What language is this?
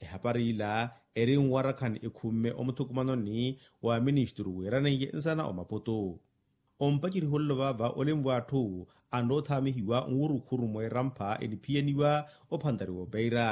Makhuwa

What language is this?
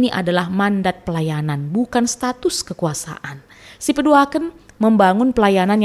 Batak Karo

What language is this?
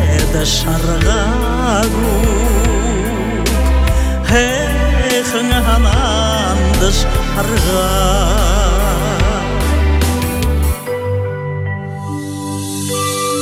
Buriat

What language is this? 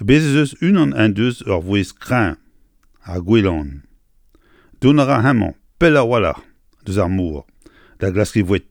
Breton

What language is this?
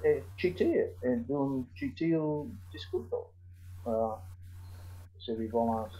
Esperanto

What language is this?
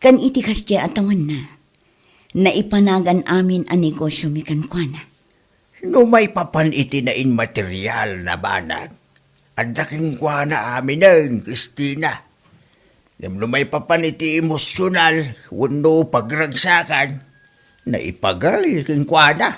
Iloko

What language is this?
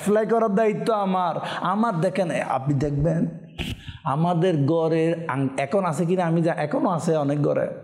Bangla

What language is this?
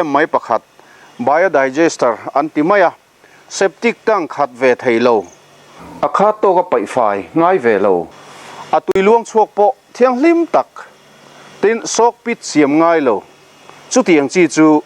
Mizo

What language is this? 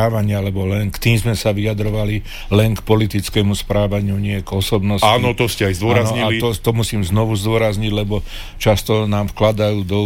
Slovak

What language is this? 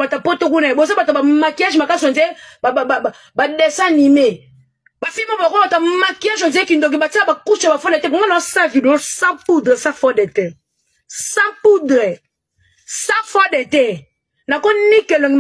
Lingala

